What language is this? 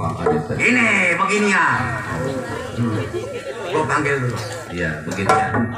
Betawi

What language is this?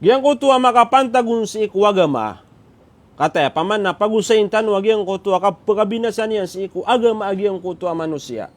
Maranao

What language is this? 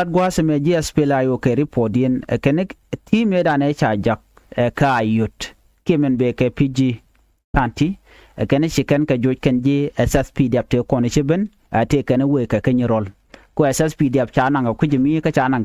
Nuer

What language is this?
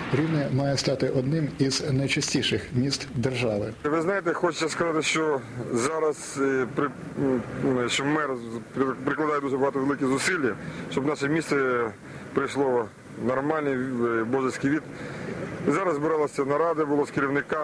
Ukrainian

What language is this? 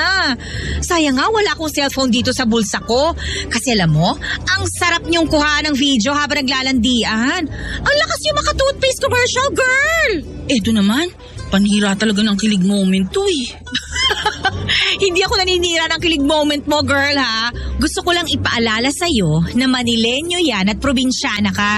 Filipino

